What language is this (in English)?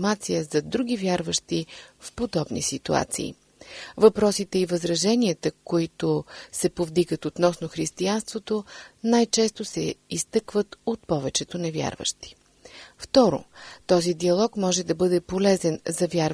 Bulgarian